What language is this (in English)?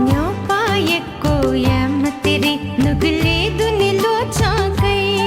Newari